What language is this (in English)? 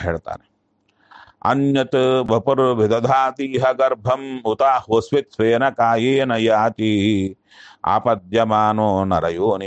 Kannada